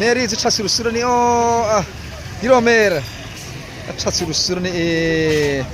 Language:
Hmar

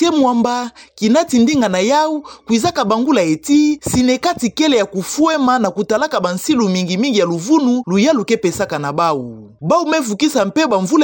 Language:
Kituba (Democratic Republic of Congo)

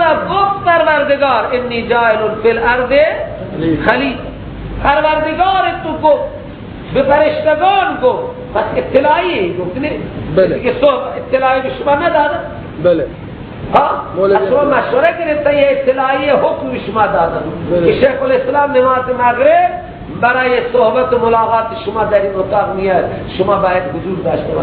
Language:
Persian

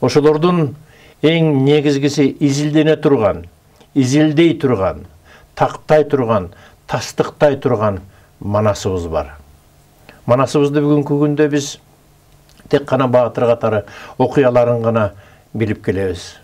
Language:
Kyrgyz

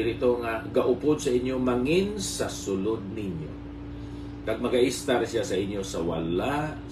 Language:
Hiligaynon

